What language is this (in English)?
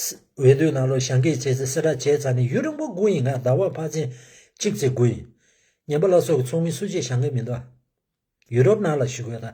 Tibetan